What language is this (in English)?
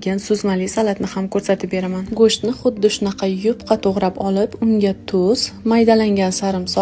Uzbek